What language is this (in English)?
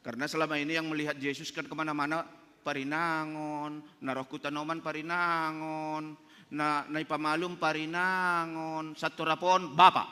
Batak Simalungun